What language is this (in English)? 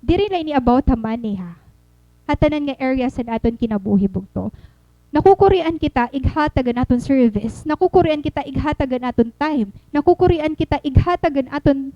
Waray